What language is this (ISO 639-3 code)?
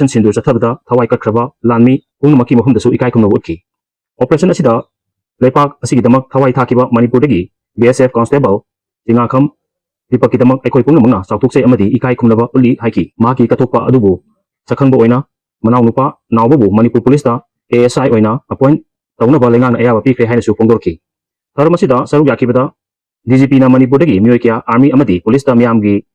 mni